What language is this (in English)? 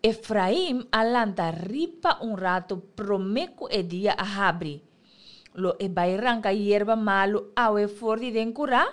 Papiamento